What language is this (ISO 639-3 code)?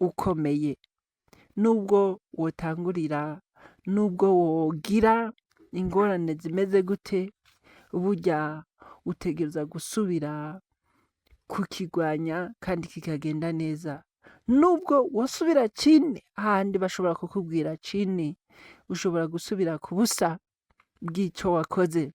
run